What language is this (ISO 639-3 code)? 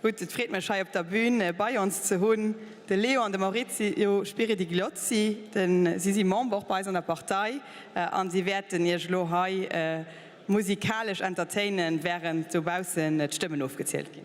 ltz